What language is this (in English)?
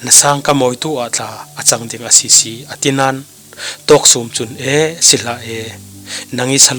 Falam Chin